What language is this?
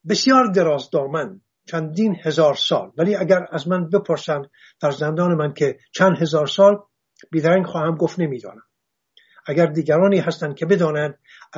Persian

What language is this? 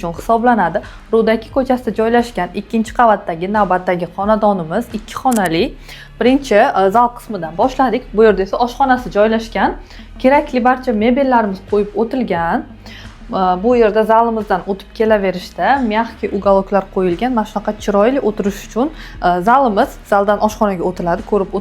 Uzbek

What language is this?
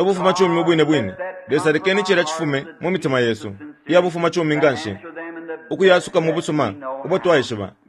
Bemba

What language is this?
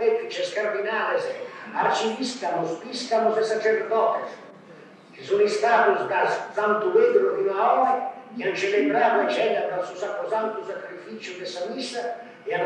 Sardinian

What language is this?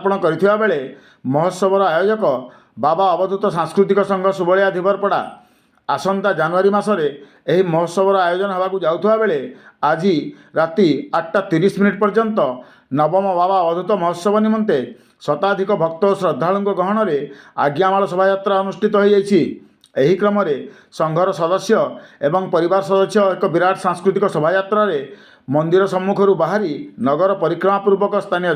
Odia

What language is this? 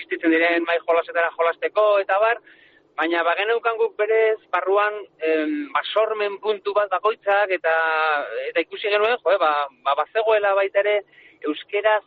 Basque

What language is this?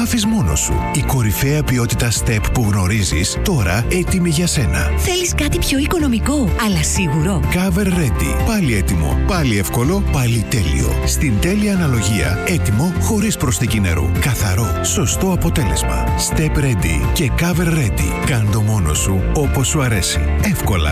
Greek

